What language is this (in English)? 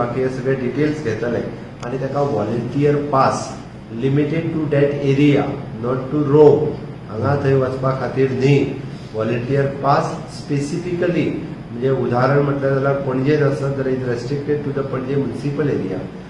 Konkani